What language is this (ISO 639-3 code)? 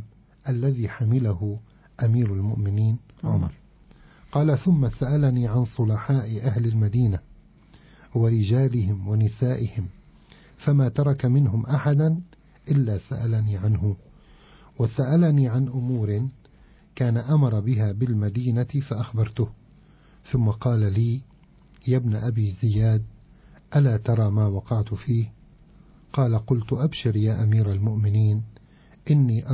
ara